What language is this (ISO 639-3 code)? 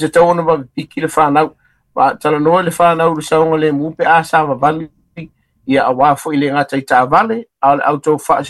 smo